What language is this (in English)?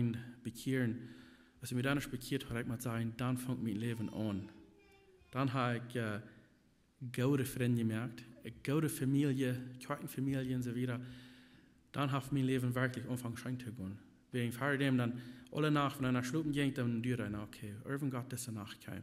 Plautdietsch